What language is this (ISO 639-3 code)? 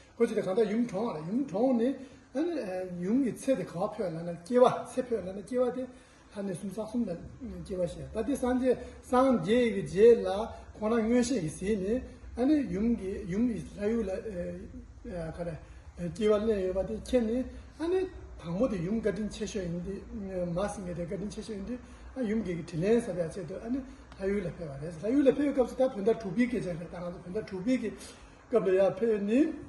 bod